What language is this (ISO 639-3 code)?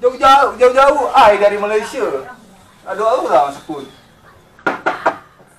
min